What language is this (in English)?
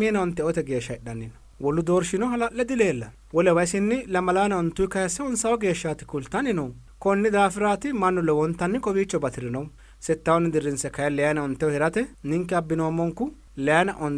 Sidamo